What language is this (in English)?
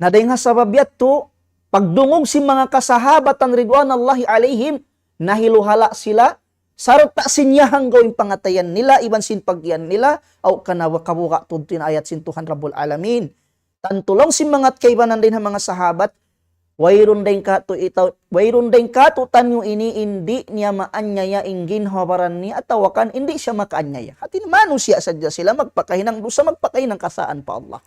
Tausug